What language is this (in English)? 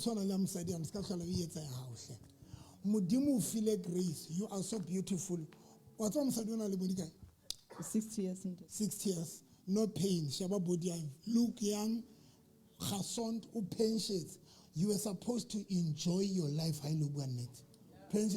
Southern Sotho